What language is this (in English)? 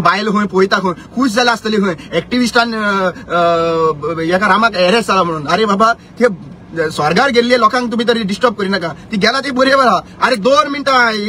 Konkani